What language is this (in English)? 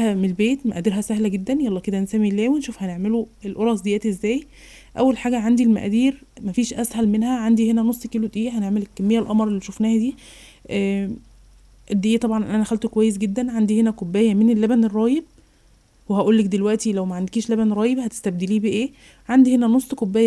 Egyptian Arabic